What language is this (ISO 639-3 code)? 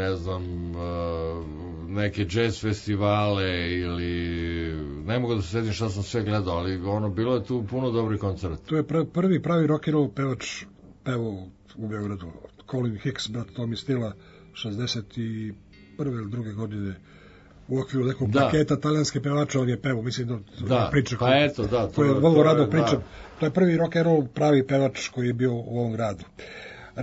srp